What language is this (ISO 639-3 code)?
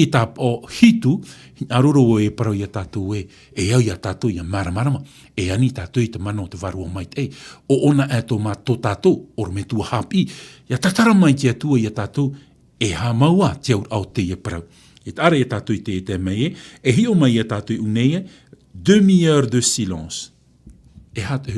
tah